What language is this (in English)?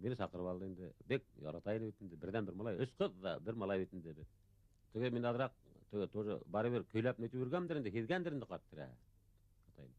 Bashkir